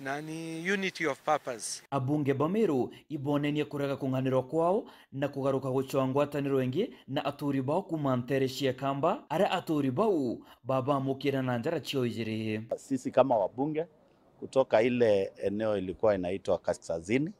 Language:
Meru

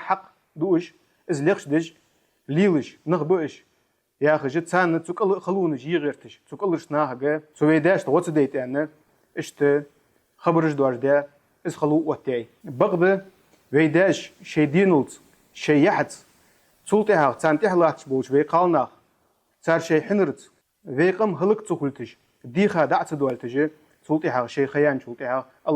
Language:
Ingush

